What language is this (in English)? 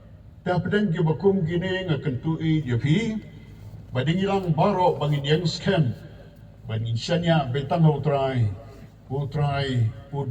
Khasi